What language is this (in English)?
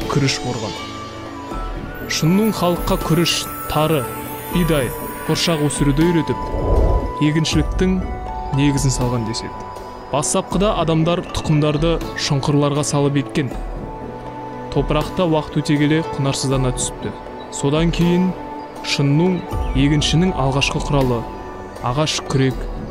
Kazakh